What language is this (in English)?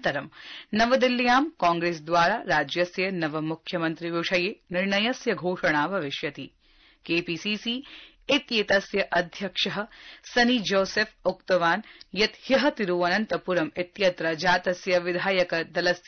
Sanskrit